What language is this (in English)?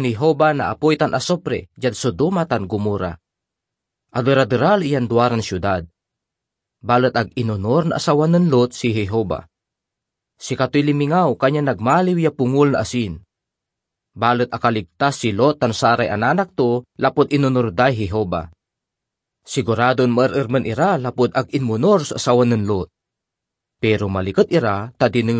Pangasinan